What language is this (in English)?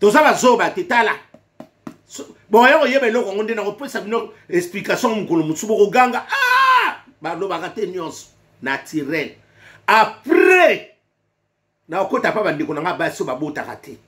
Lingala